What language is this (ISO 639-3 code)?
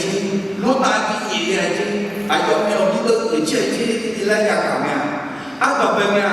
ahk